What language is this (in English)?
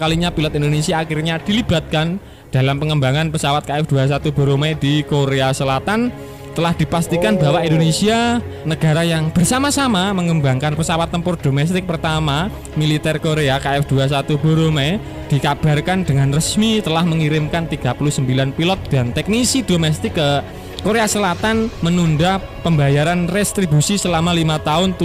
Indonesian